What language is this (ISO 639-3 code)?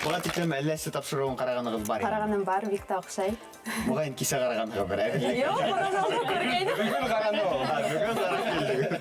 bak